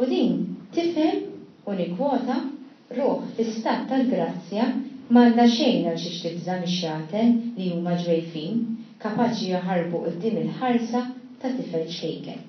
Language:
Maltese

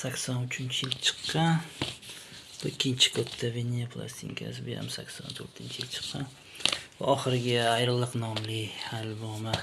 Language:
Uzbek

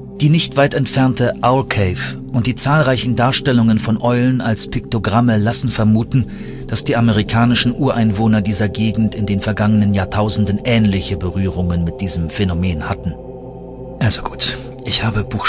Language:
German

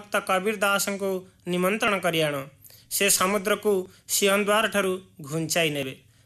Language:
Odia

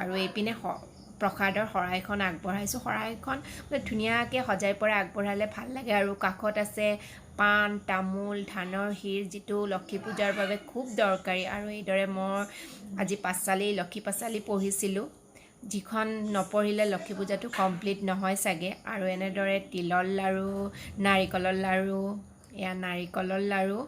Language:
Assamese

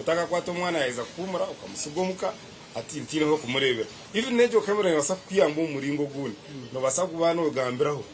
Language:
Nyankole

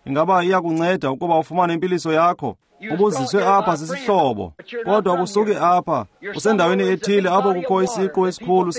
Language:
Xhosa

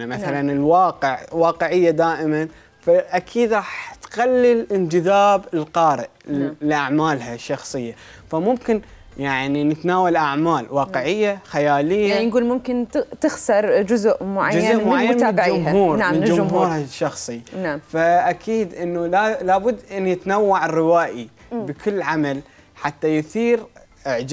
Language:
Mesopotamian Arabic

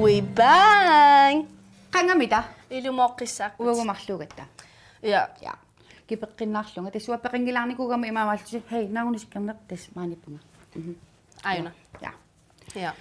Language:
Kalaallisut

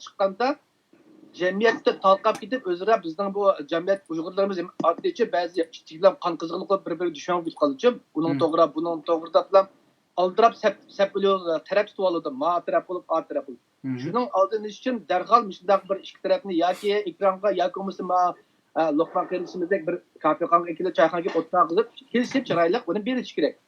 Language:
Uyghur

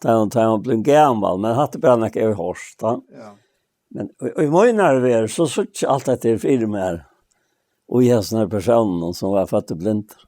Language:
Faroese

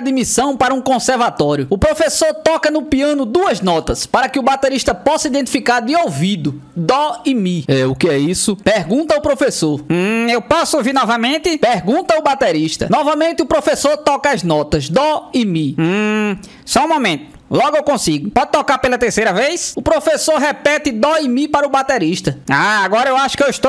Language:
Portuguese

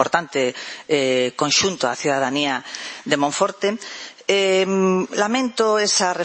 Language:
Galician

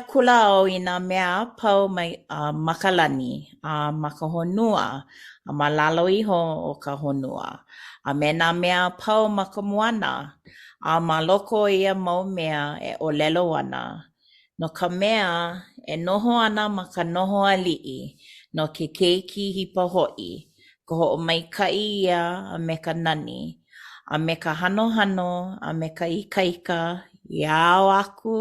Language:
Hawaiian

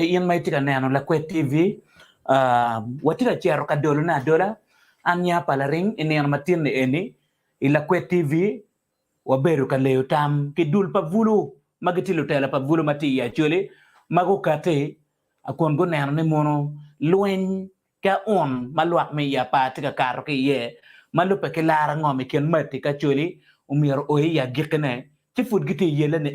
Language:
Acoli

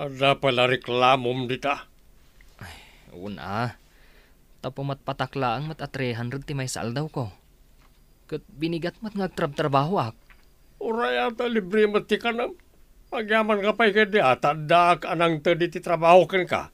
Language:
Iloko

